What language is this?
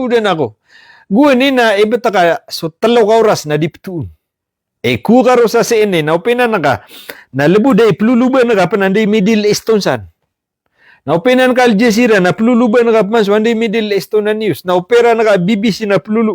Maranao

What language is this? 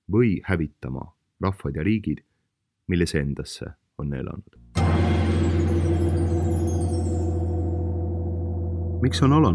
Estonian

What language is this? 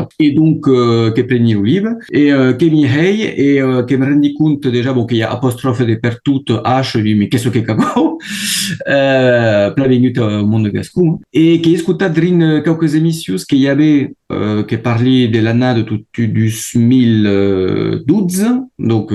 Occitan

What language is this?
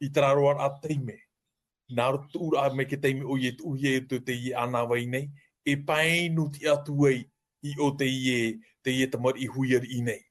Tahitian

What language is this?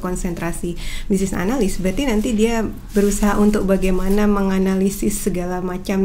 Indonesian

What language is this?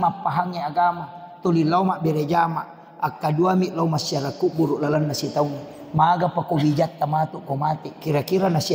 Buginese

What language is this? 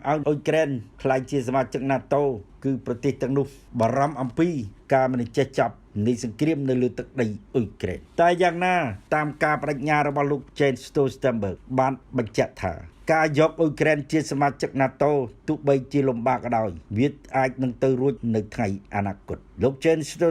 Khmer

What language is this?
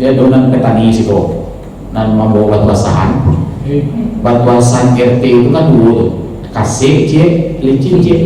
Minangkabau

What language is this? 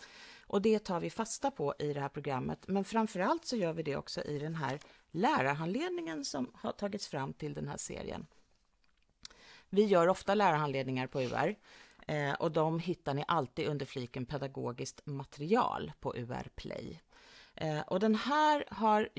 Swedish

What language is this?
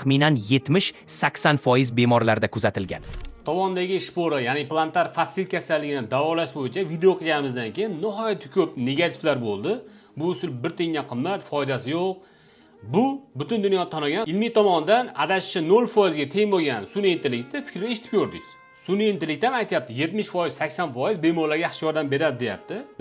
Uzbek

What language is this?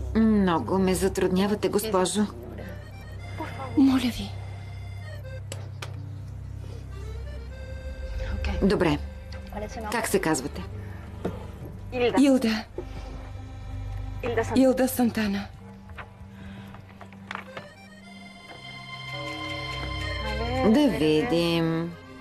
Bulgarian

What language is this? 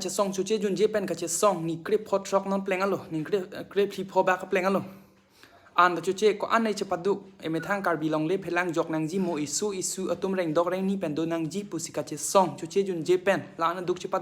Karbi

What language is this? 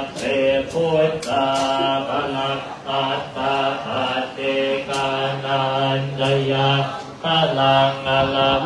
Pali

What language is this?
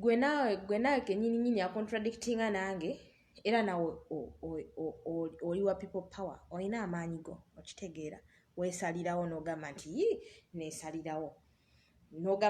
Ganda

